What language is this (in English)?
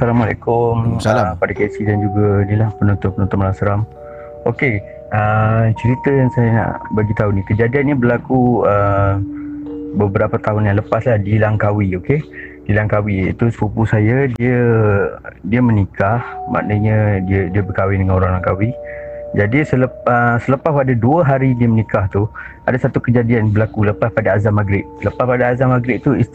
Malay